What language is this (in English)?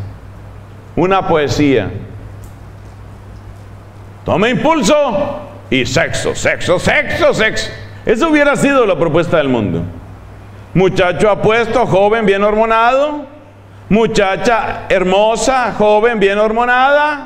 Spanish